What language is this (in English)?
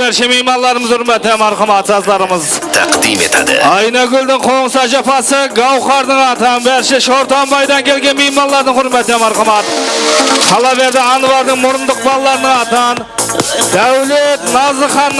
Kara-Kalpak